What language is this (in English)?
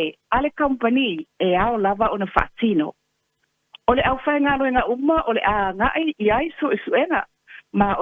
Samoan